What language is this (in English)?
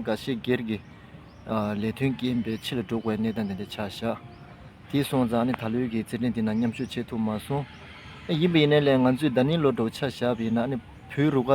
Tibetan